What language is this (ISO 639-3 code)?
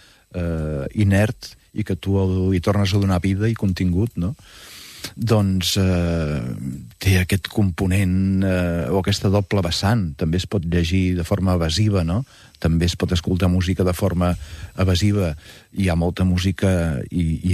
cat